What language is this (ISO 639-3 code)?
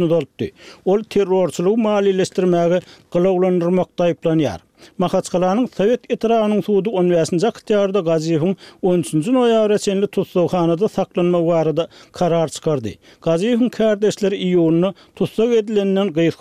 tuk